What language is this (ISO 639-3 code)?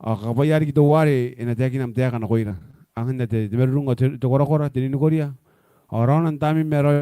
gil